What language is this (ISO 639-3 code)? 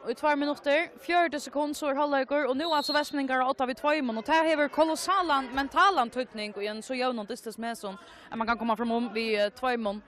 fao